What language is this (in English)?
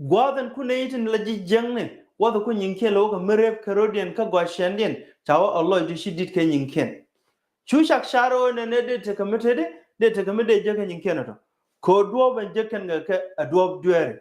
Nuer